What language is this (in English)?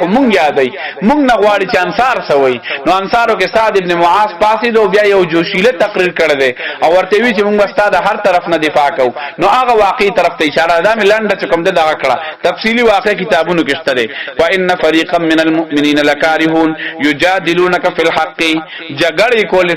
Pashto